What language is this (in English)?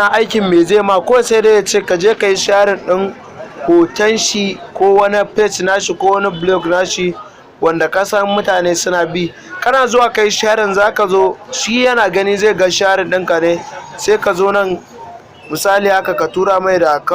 Hausa